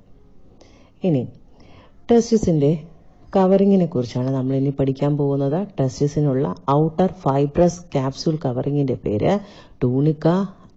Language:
Malayalam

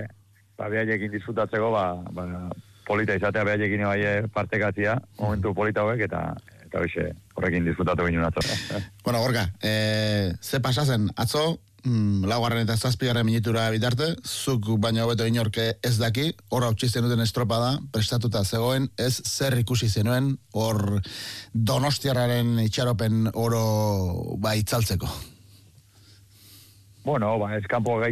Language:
Basque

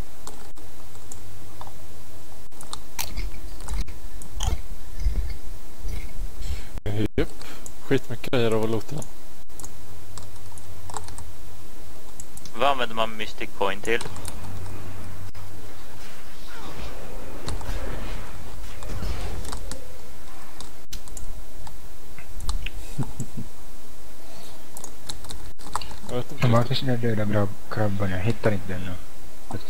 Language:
Swedish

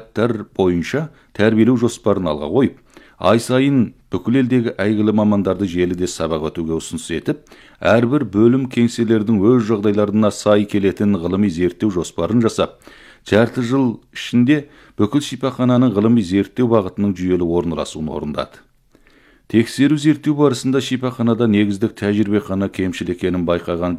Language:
Kazakh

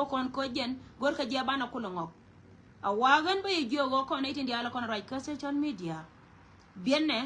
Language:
Nuer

